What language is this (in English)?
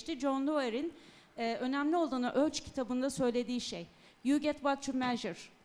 Turkish